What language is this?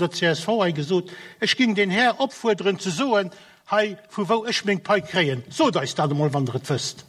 Luxembourgish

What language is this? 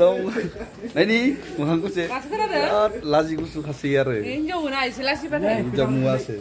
Bodo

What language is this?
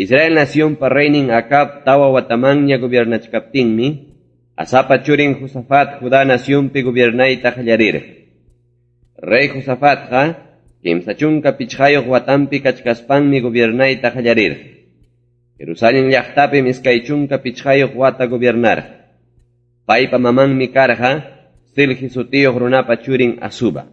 Ayacucho Quechua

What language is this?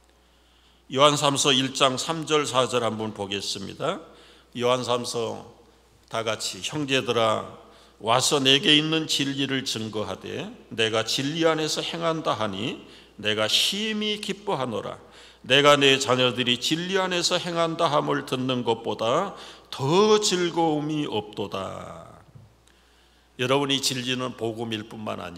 Korean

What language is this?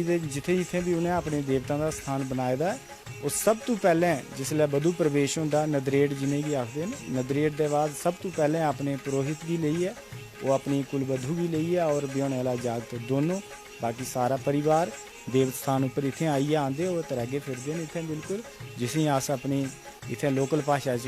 Dogri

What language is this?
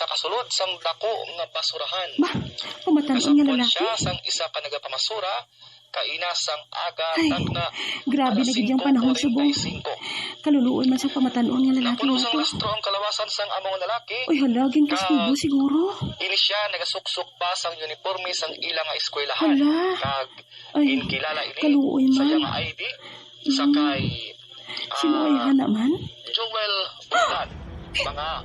Hiligaynon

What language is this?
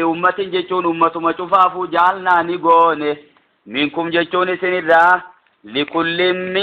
Oromo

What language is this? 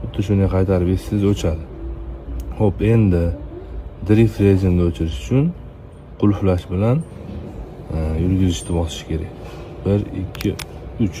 Uzbek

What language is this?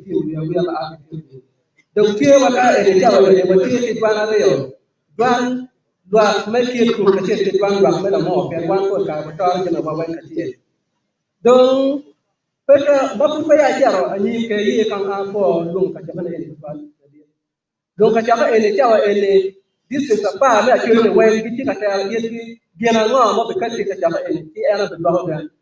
Acoli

